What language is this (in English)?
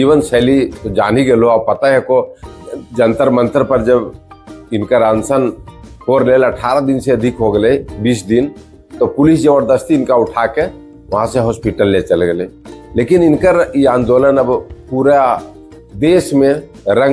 Magahi